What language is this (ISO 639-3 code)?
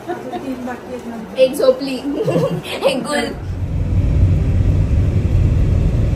mar